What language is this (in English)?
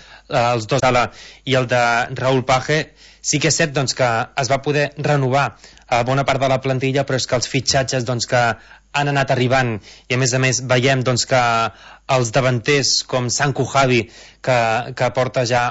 Catalan